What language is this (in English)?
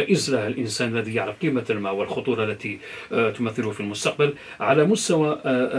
Arabic